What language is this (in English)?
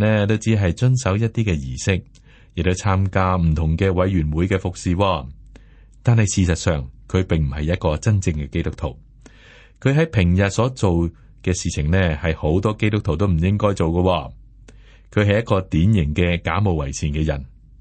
Cantonese